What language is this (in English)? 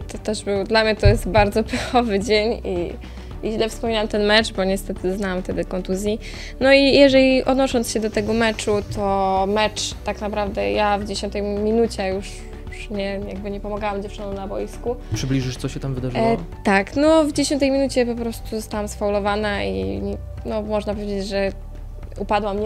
Polish